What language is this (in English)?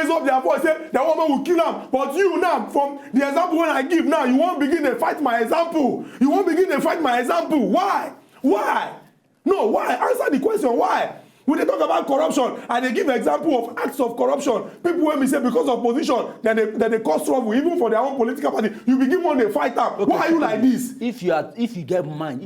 Nigerian Pidgin